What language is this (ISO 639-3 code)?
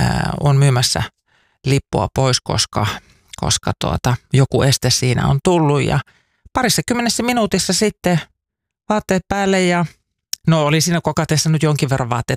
fin